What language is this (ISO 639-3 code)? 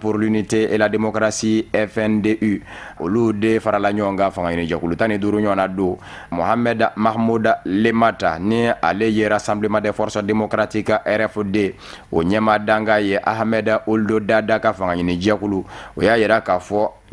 bam